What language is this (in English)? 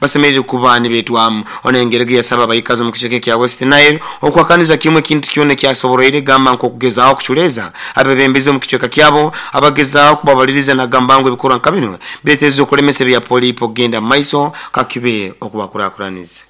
Nyoro